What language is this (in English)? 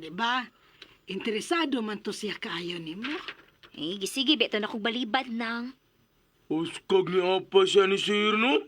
Cebuano